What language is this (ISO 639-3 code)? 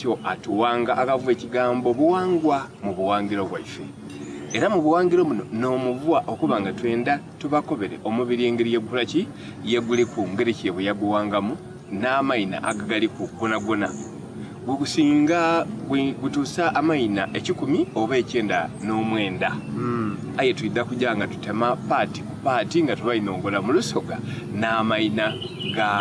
xog